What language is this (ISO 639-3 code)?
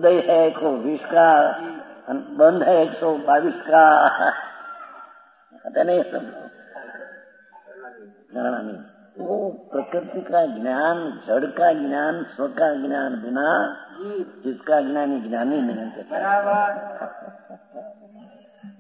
hin